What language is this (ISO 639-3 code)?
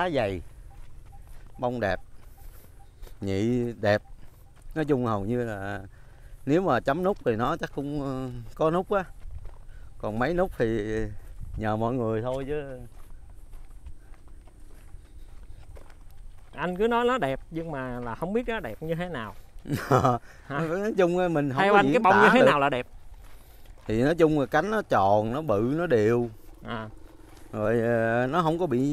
vie